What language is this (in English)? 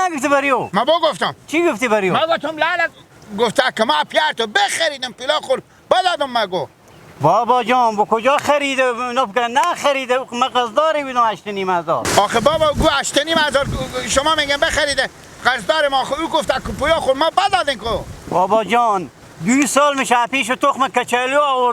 Hazaragi